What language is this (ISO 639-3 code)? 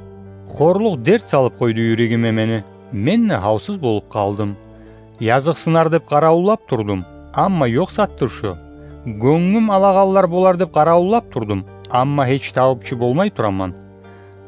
kum